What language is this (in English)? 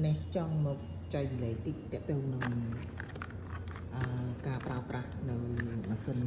Khmer